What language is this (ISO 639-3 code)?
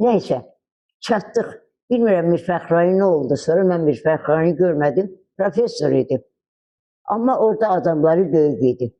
aze